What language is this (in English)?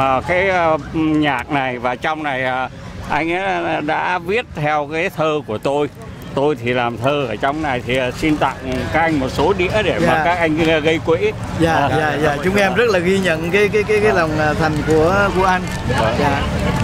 Vietnamese